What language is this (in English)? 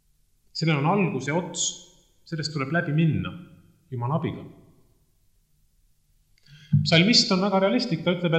Estonian